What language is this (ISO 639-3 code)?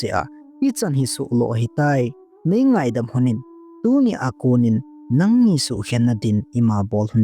tcz